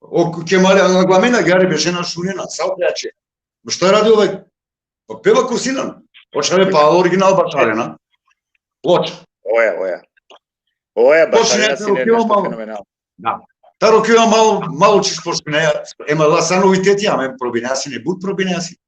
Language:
Balkan Romani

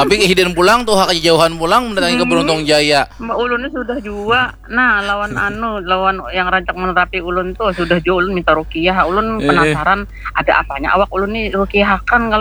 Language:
Banjar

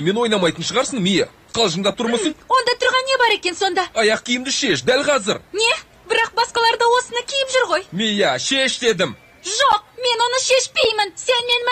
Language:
Kazakh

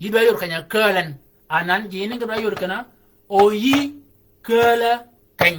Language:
Shilluk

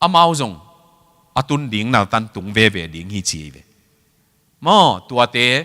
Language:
Tedim Chin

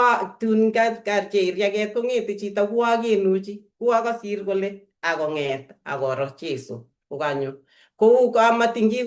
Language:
Kalenjin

